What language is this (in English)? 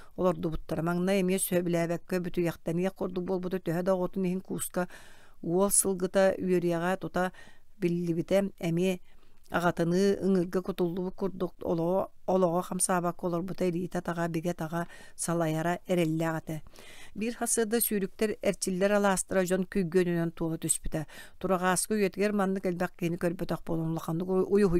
Yakut